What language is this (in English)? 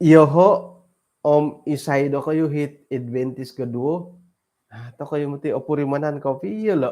Central Dusun